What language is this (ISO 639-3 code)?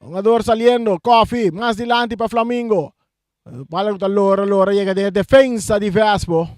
pap